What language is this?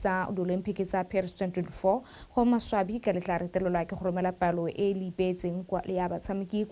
Tswana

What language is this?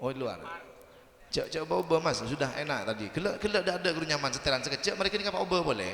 Madurese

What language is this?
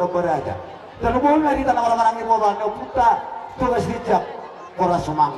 Batak Toba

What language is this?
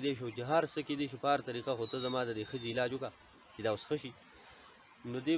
Pashto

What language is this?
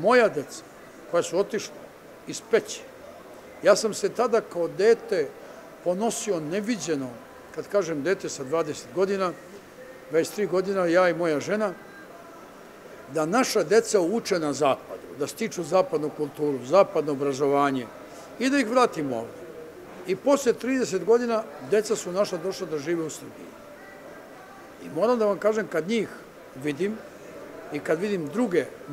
Serbian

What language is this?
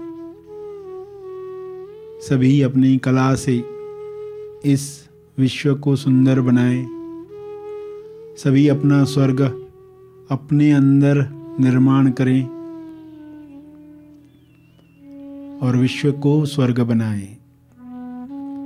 Hindi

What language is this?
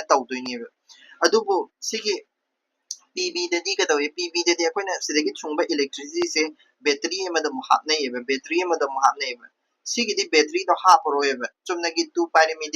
Manipuri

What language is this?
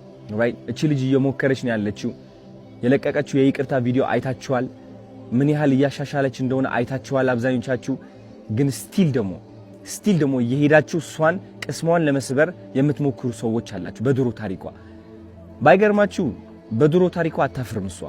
Amharic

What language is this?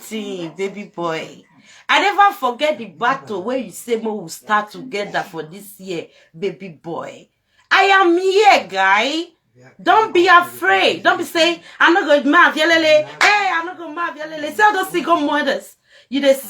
Nigerian Pidgin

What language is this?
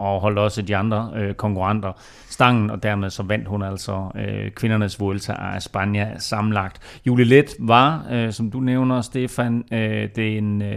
Danish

